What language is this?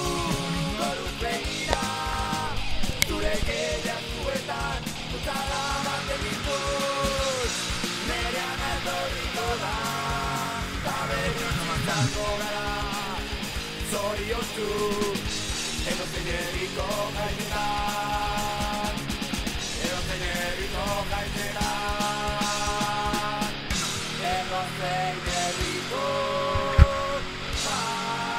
Basque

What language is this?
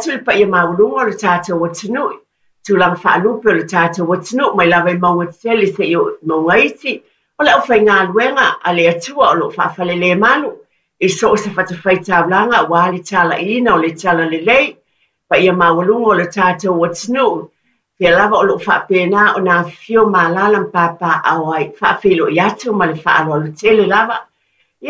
Samoan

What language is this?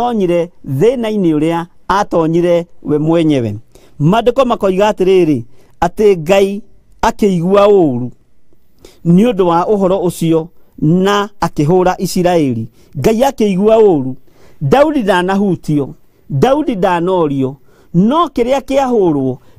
Kikuyu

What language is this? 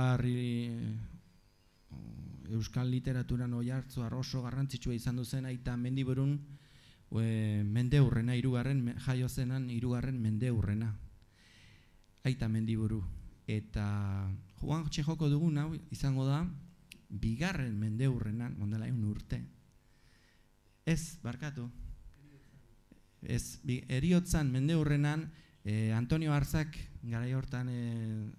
Basque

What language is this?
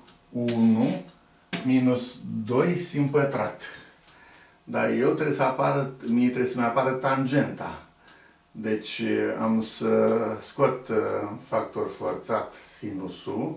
Romanian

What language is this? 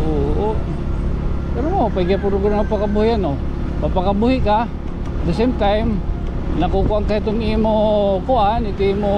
Waray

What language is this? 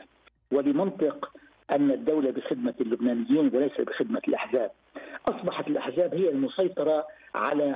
Arabic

